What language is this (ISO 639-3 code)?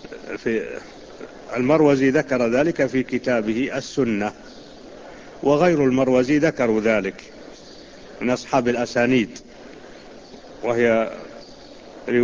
ara